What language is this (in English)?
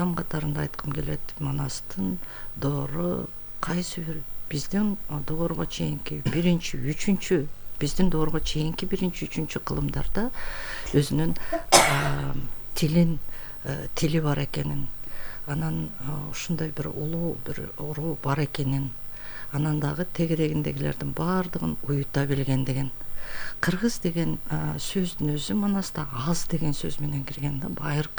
Kyrgyz